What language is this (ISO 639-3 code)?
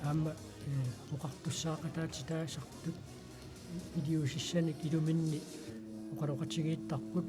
kal